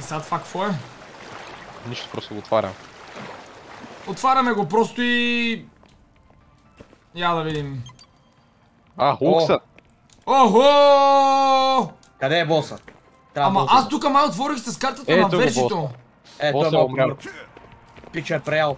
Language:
Bulgarian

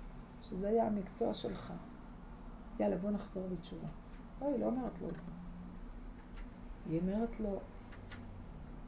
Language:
Hebrew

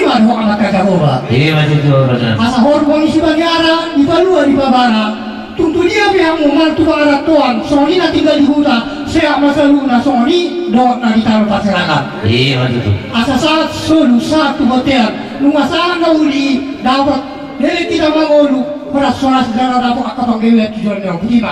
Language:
Batak Toba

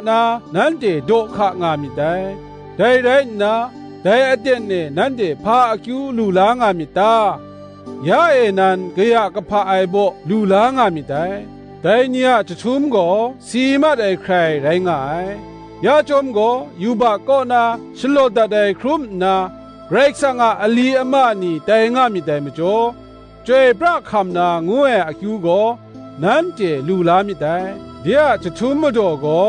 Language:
Kachin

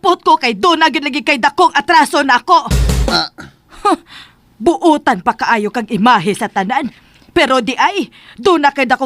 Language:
Cebuano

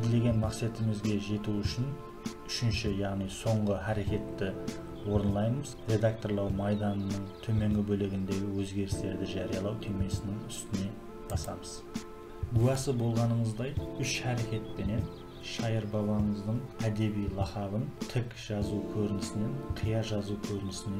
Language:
Kara-Kalpak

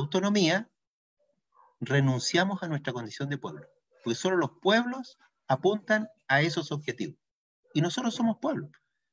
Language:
Spanish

